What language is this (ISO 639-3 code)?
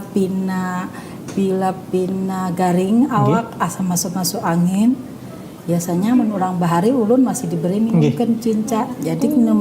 bjn